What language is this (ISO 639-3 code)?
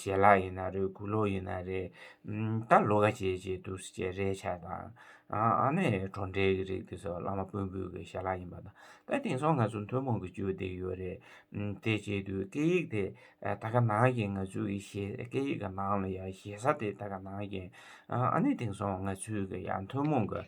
bod